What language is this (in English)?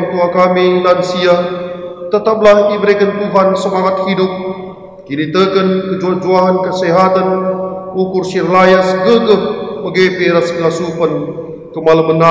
Batak Karo